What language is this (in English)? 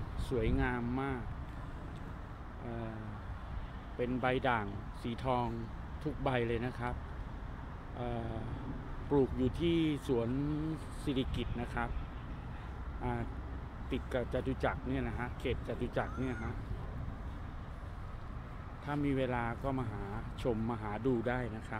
Thai